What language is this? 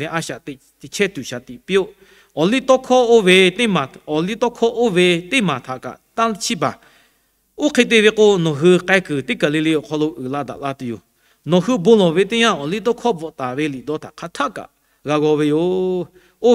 Lahu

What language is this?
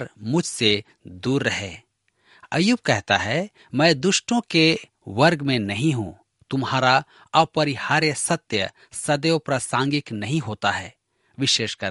Hindi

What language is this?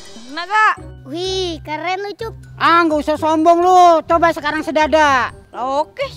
Betawi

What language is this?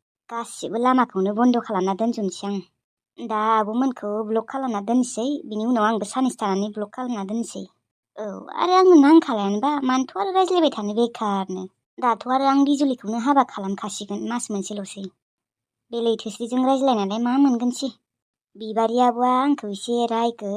Bodo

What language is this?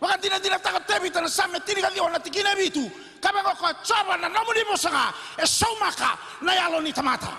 Fijian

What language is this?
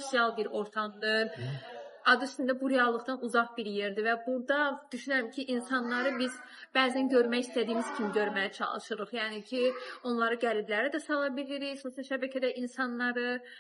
Azerbaijani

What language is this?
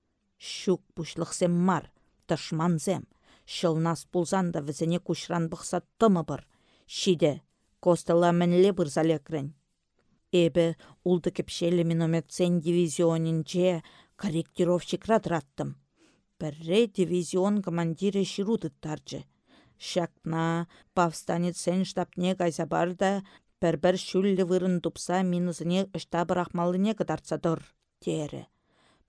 Chuvash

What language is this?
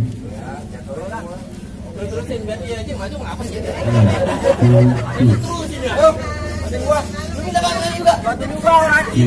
Betawi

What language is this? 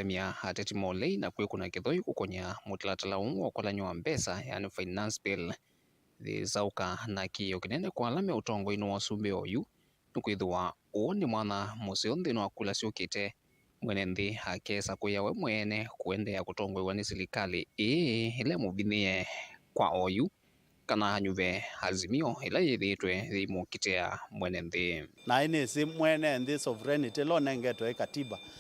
Kamba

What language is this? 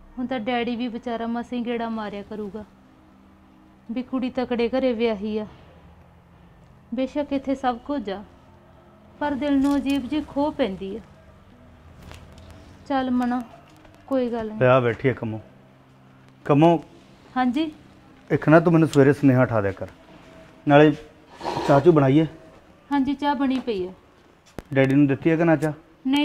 Punjabi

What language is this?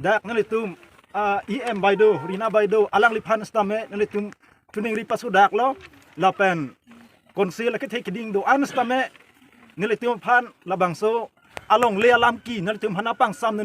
Karbi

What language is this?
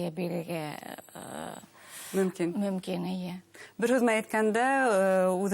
Bashkir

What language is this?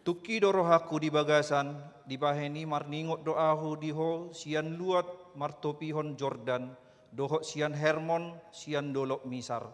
Batak Toba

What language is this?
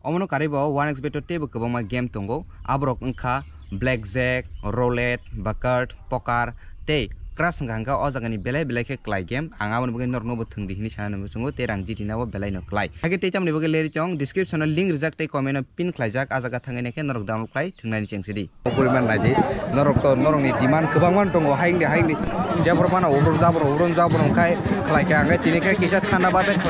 Kok Borok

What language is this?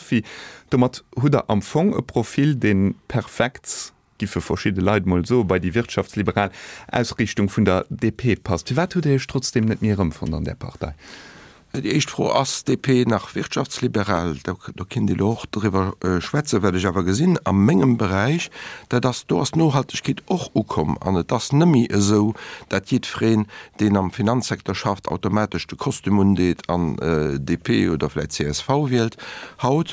Luxembourgish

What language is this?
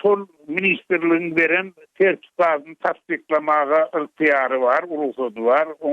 Turkmen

